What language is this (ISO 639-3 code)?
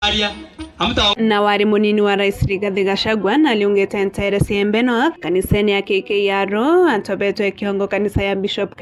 mer